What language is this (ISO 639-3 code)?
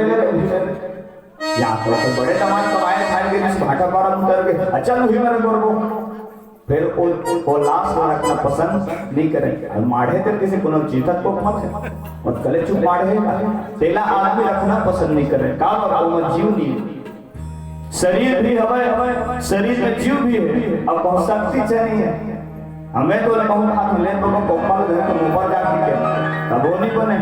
hne